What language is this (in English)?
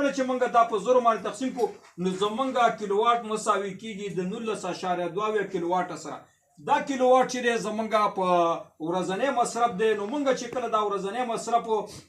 Pashto